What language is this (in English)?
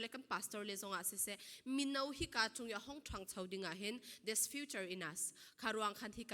Falam Chin